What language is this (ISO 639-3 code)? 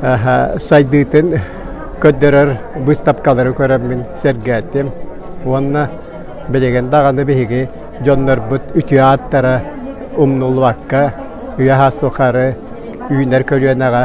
sah